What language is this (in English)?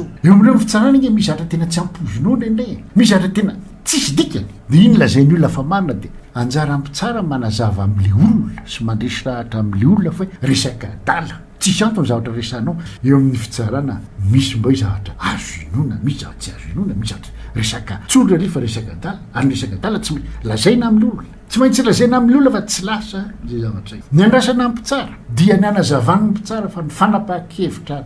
Malagasy